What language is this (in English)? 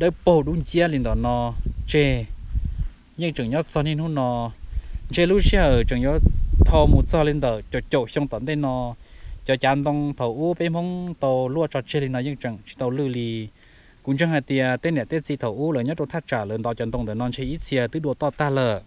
Hmong